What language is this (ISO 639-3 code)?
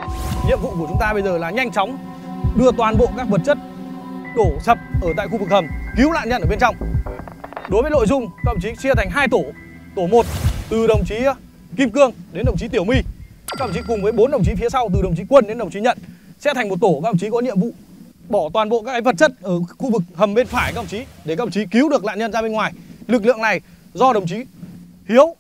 vie